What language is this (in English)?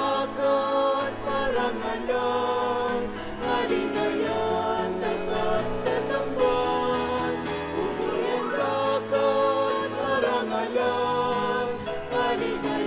Pampanga